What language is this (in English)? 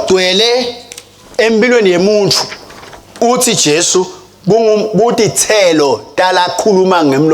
Swati